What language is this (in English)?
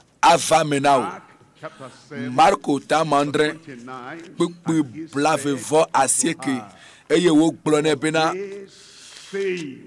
Ewe